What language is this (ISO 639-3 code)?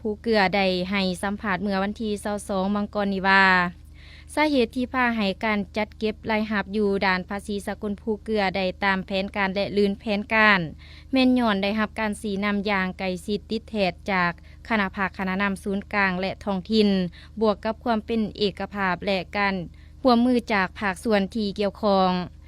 lao